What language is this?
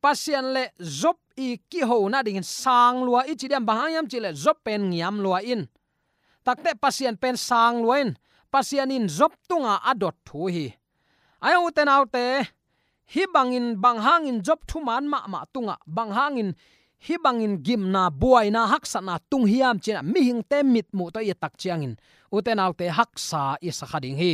Tedim Chin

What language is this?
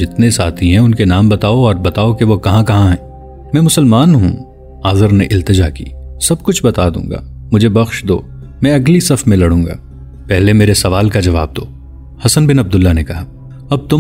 Urdu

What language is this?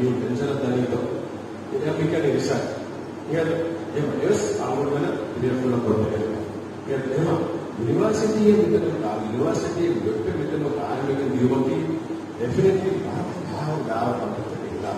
Divehi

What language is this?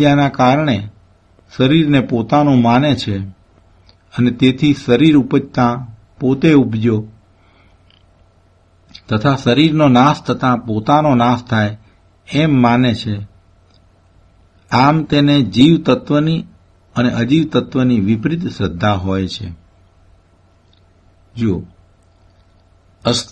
Gujarati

